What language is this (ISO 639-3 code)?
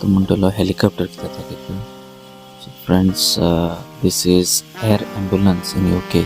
kok